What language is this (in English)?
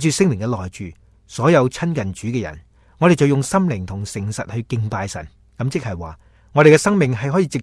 Cantonese